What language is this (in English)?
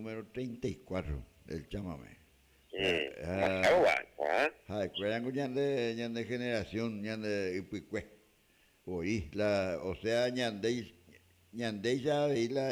Guarani